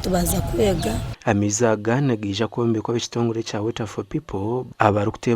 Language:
Nyankole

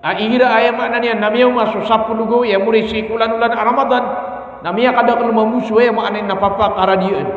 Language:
Maranao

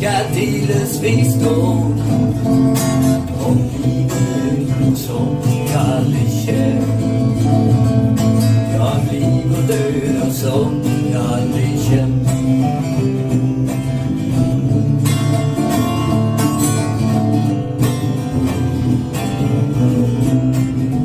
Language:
Swedish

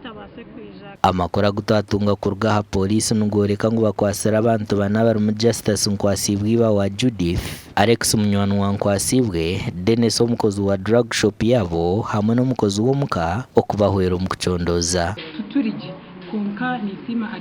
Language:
Nyankole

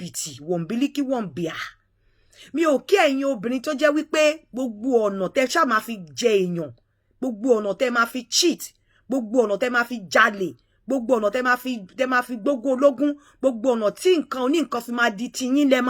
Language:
Yoruba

